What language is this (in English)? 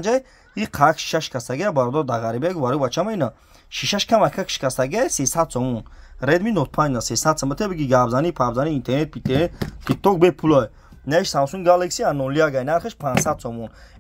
Tajik